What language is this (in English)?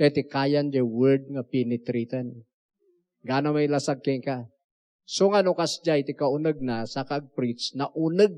Iloko